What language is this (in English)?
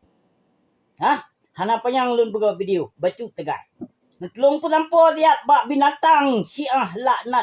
Achinese